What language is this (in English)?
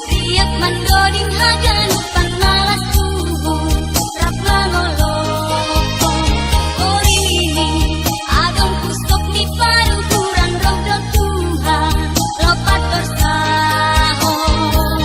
Batak Simalungun